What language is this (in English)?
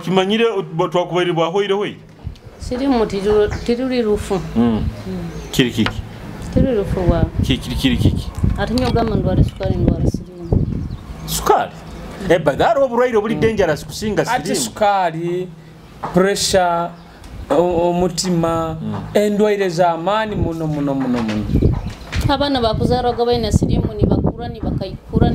Nyoro